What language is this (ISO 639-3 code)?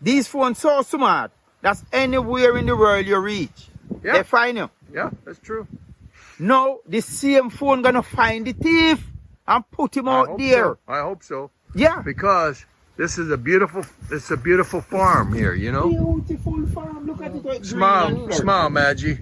jam